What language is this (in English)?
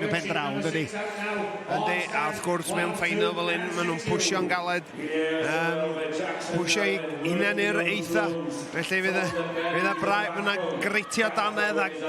Welsh